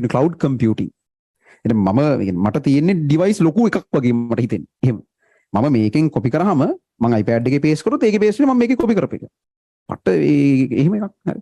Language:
Sinhala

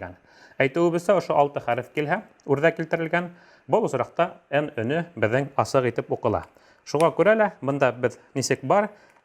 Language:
Bashkir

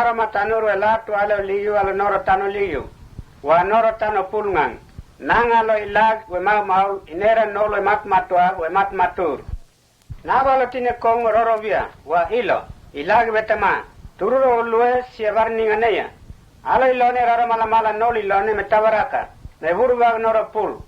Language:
Mota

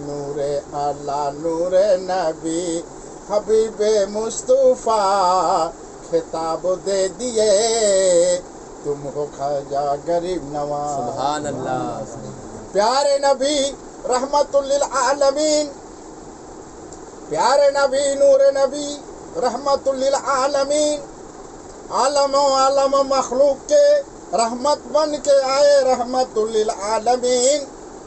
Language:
Urdu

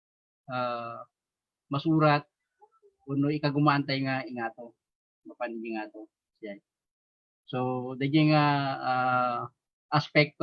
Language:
Iloko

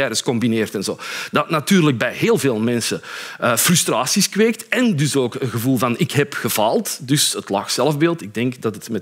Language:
Dutch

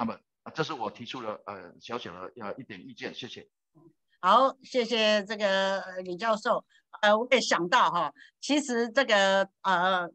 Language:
Chinese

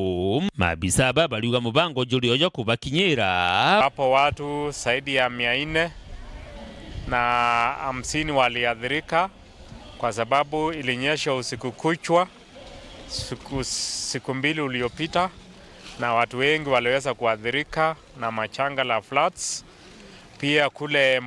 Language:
Meru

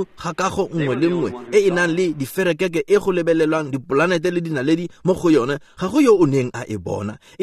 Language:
Tswana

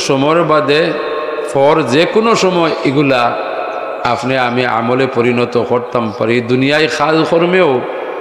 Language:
Sylheti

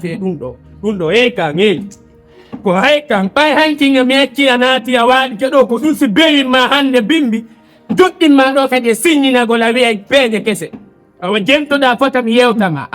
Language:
Pular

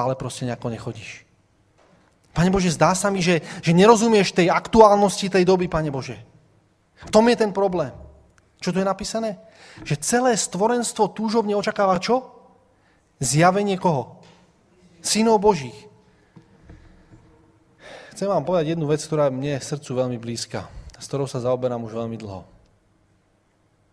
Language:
Slovak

